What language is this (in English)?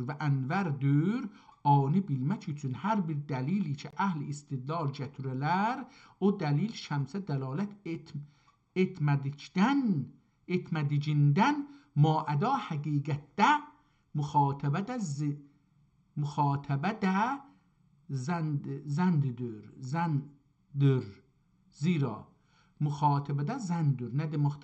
South Azerbaijani